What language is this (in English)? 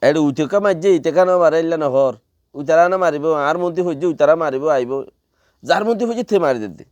Rohingya